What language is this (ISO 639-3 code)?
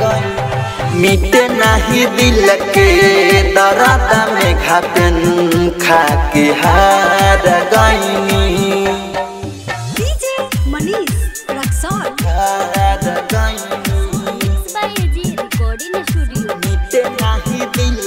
bho